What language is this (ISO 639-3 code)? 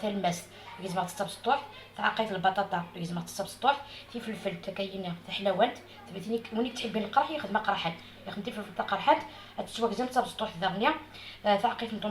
arq